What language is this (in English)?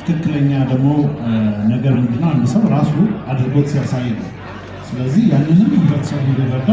Amharic